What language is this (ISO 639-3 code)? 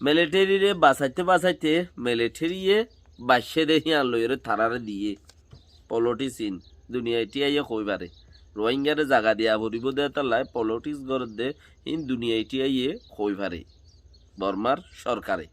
rhg